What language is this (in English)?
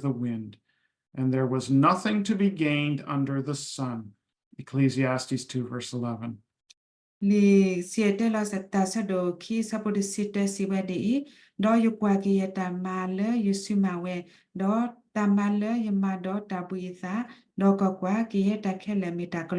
S'gaw Karen